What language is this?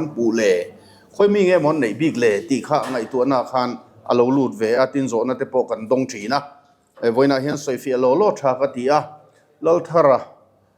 Mizo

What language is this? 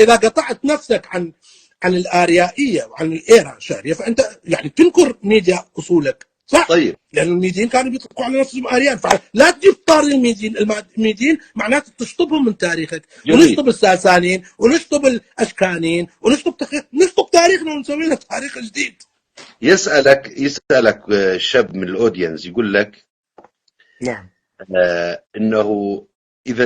North Levantine Arabic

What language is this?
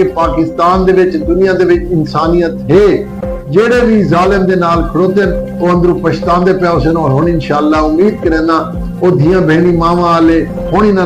Saraiki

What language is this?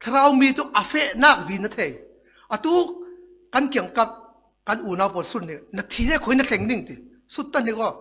Falam Chin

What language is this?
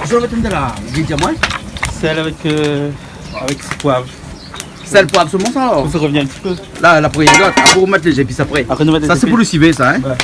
Réunion Creole French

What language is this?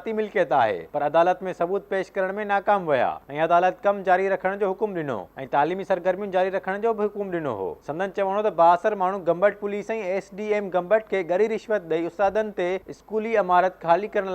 Sindhi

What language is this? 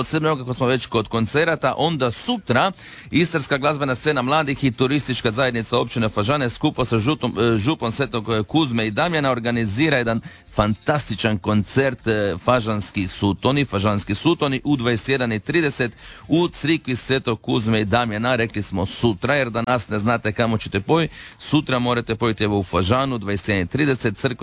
Croatian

